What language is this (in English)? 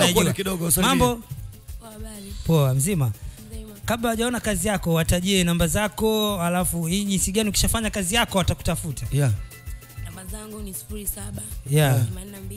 Swahili